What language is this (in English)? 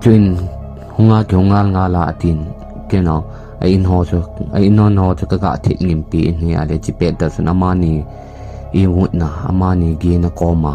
Thado Chin